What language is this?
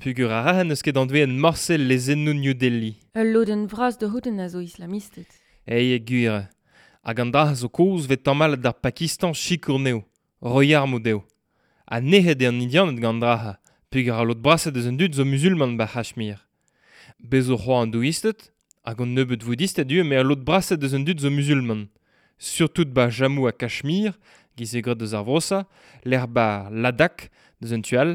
Breton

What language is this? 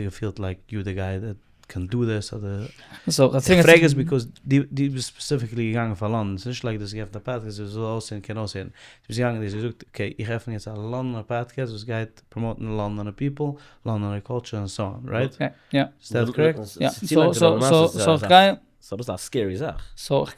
Yiddish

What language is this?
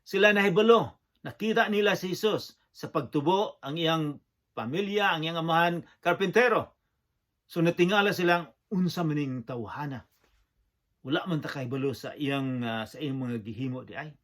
Cebuano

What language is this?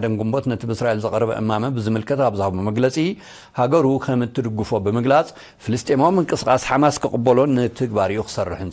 Tigrinya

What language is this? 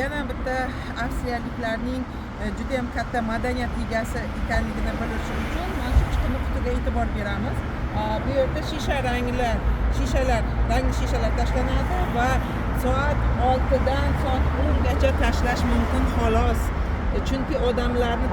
Uzbek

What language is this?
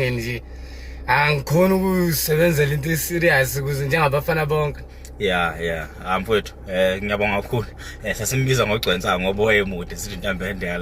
Zulu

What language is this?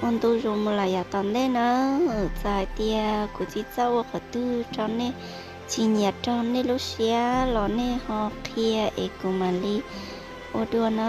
Hmong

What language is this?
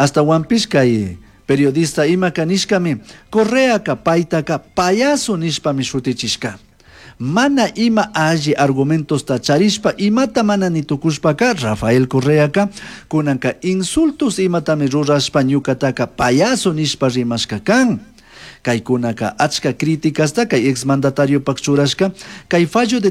Chimborazo Highland Quichua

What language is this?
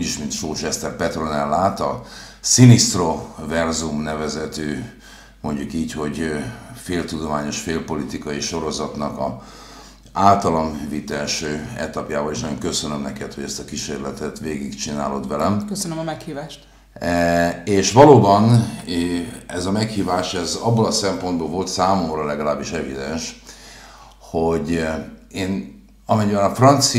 Hungarian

